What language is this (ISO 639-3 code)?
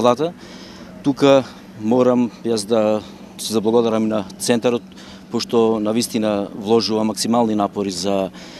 mkd